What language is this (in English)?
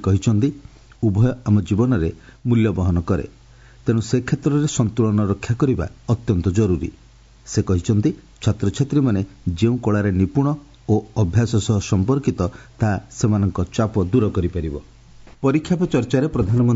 Odia